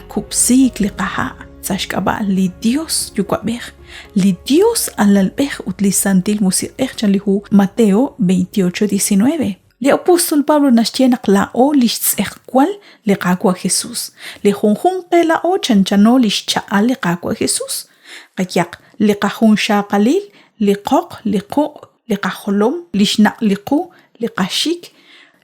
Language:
Kekchí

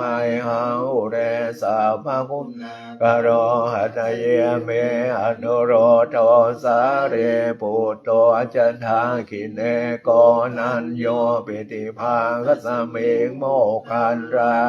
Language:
Pali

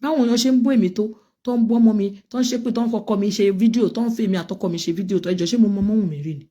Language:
Yoruba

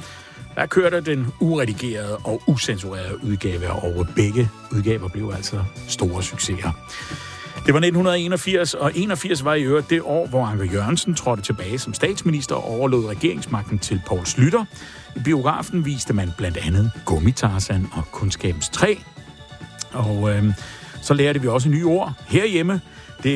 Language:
Danish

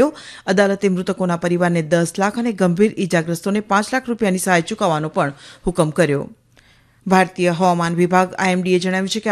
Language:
Gujarati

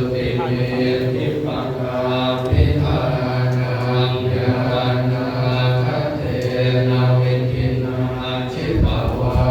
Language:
Pali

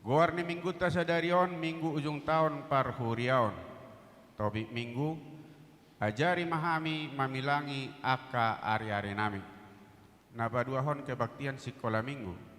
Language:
Batak Toba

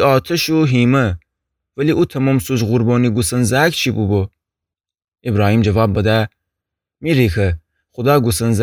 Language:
Gilaki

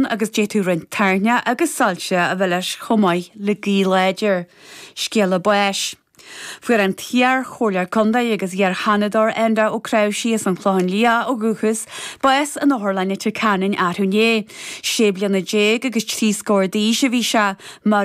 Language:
Irish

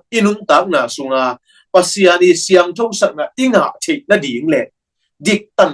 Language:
Tedim Chin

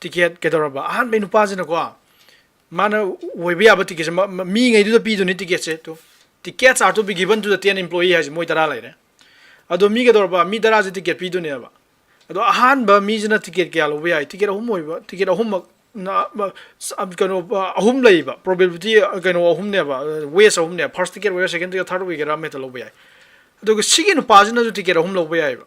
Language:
Manipuri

